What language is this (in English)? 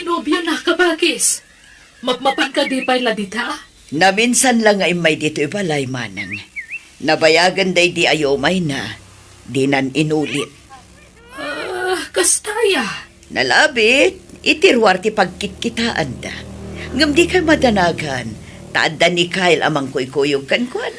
Iloko